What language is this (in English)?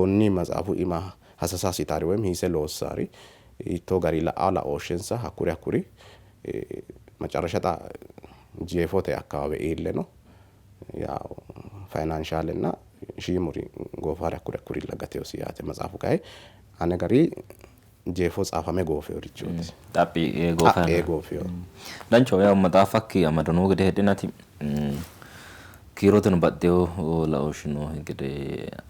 Sidamo